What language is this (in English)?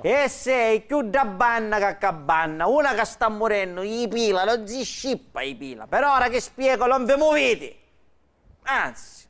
Sicilian